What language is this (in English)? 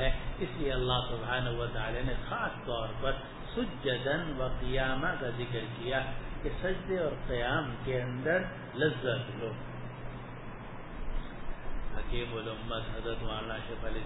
Urdu